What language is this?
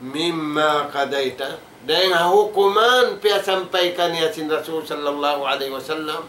Tausug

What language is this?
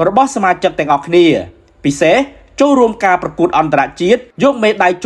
Khmer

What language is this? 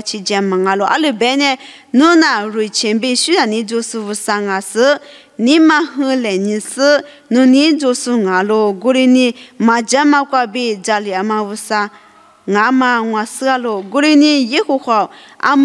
Lisu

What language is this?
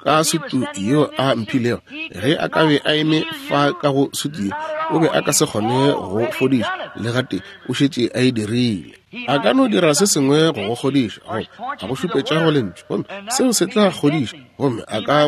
Northern Sotho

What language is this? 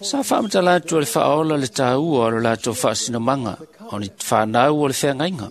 Samoan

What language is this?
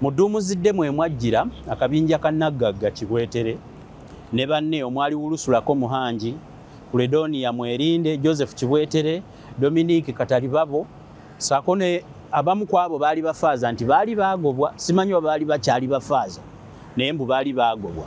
Ganda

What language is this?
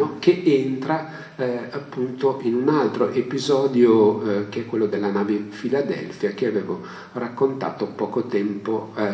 Italian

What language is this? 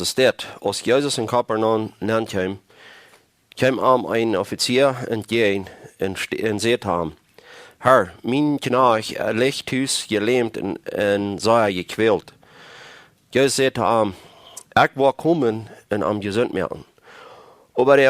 Plautdietsch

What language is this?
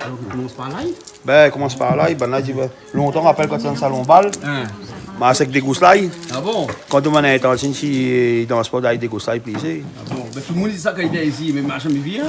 Réunion Creole French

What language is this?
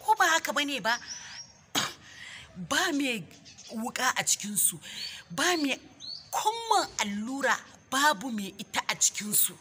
Hausa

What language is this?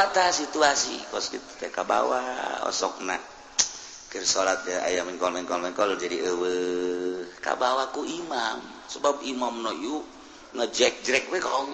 Sundanese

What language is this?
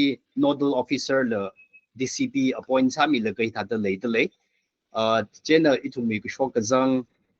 Tangkhul Naga (India)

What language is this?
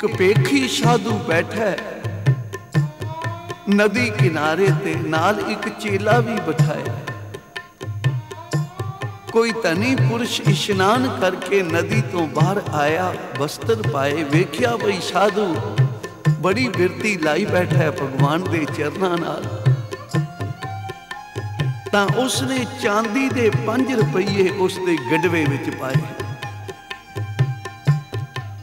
Punjabi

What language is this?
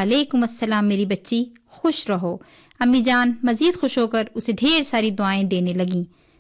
Urdu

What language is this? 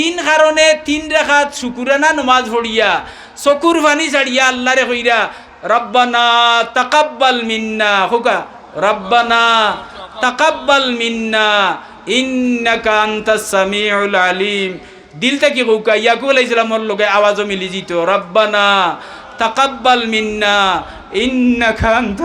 Sylheti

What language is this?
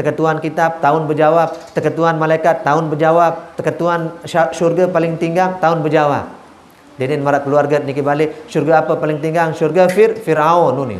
Sasak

